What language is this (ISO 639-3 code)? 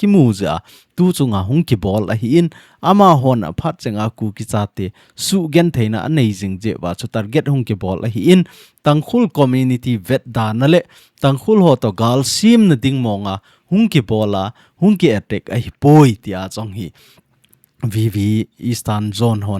tcz